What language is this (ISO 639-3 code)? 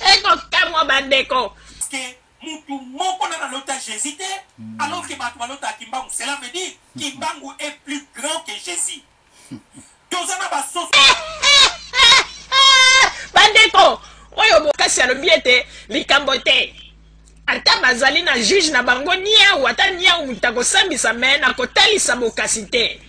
lin